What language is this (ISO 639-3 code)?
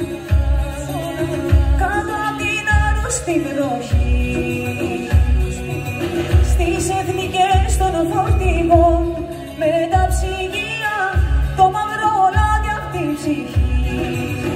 ell